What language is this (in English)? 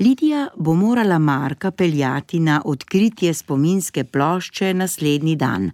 Slovenian